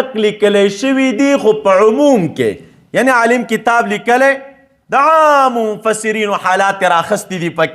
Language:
Pashto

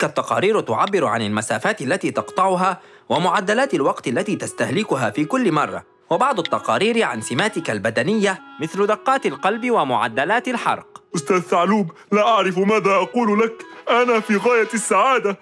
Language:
Arabic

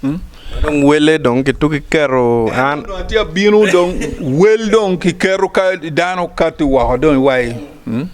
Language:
Acoli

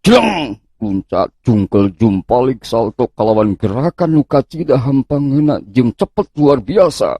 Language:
Sundanese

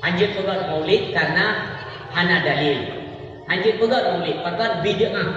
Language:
Achinese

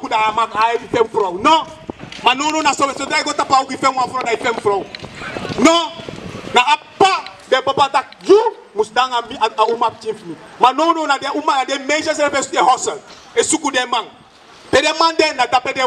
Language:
Sranan Tongo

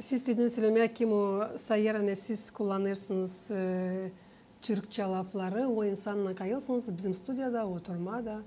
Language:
Gagauz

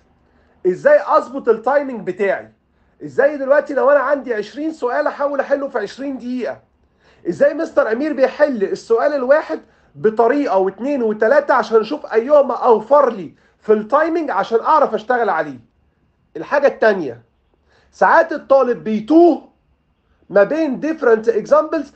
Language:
Egyptian Arabic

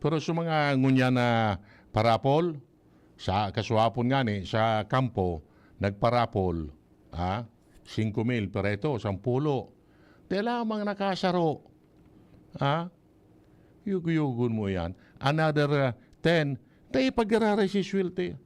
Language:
Bikol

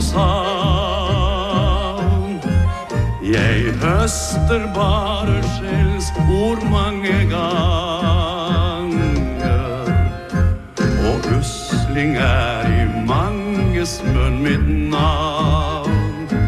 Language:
Norwegian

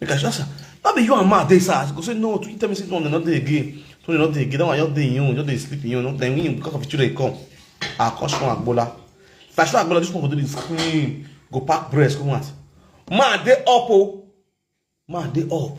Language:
Nigerian Pidgin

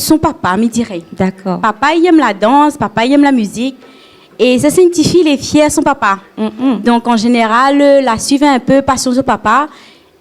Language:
Réunion Creole French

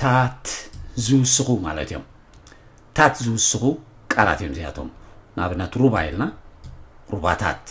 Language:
Tigrinya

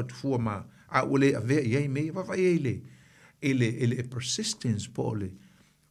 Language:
Samoan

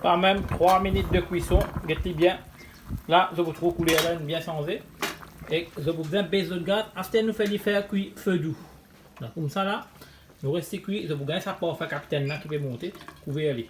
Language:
Morisyen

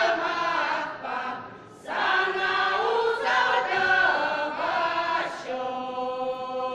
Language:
Chuvash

